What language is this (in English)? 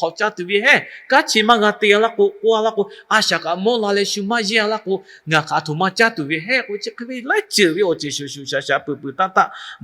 Lahu